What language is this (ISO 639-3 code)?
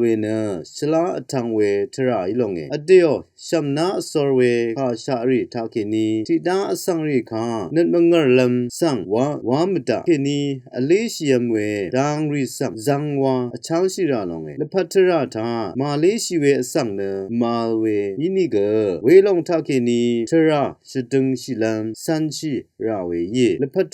raw